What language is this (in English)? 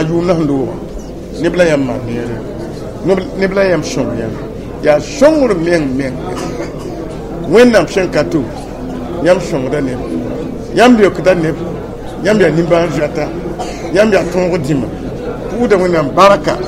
Mossi